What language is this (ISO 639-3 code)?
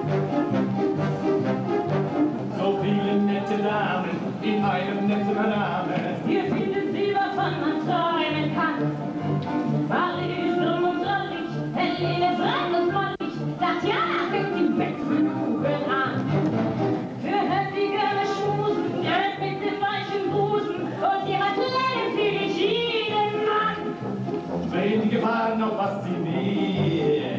deu